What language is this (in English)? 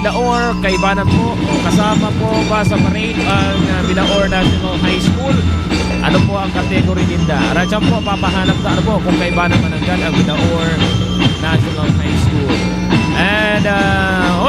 Bikol